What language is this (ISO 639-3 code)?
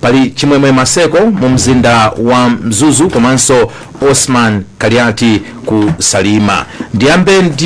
nya